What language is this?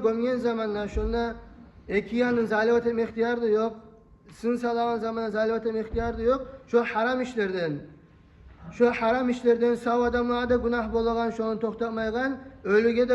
Kumyk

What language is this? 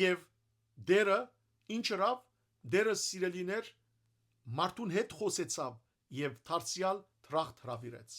Western Armenian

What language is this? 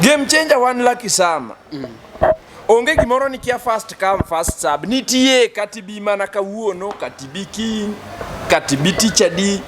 Luo (Kenya and Tanzania)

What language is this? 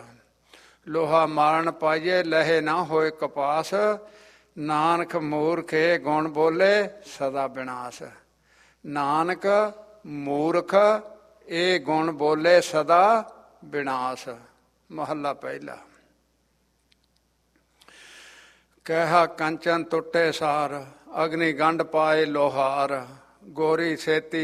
Punjabi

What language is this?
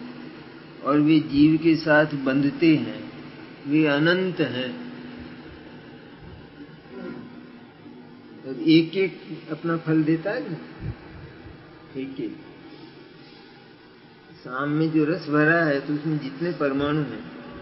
Hindi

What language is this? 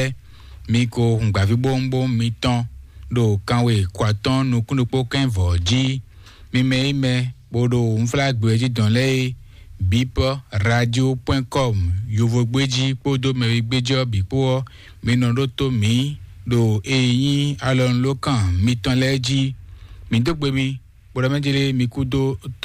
Fon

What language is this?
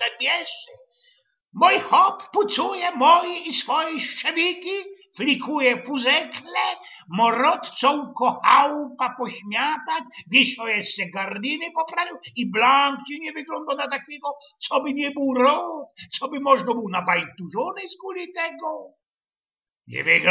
Silesian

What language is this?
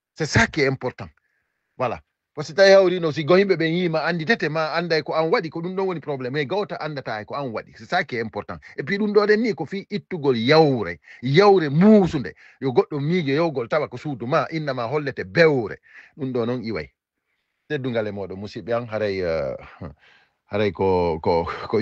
Fula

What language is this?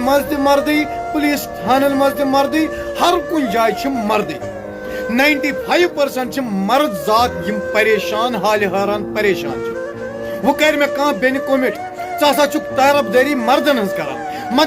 Kashmiri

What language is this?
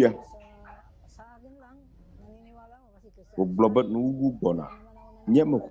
Ewe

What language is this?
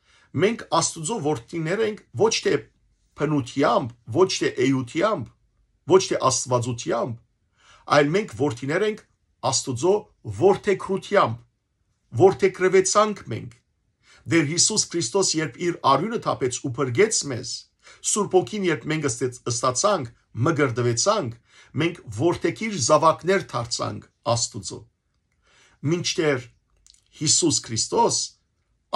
Western Armenian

